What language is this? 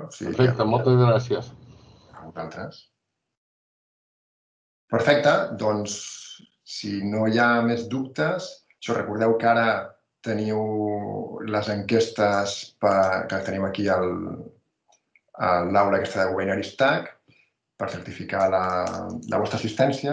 Catalan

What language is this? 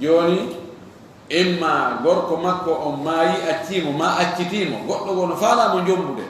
Fula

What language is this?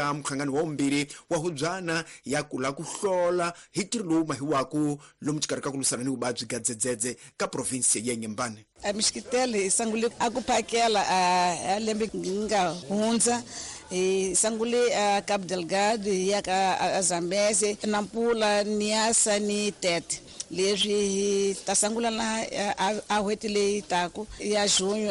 Tsonga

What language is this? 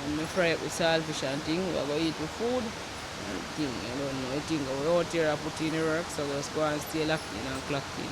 Jamaican Creole English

